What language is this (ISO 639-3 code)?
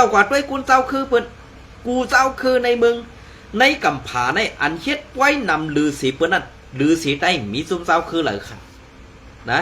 shn